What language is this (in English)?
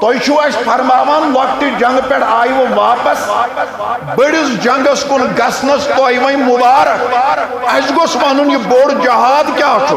Kashmiri